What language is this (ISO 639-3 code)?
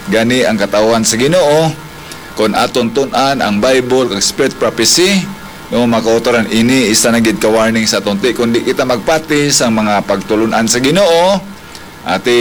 hil